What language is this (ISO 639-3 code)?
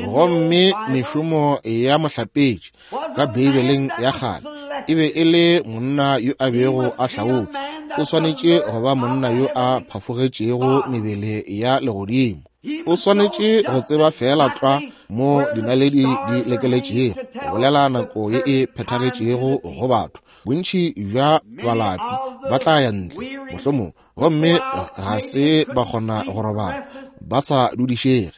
nso